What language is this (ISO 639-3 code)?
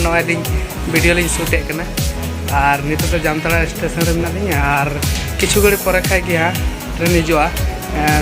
sat